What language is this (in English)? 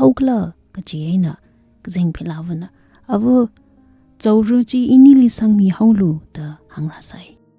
Tangkhul Naga (India)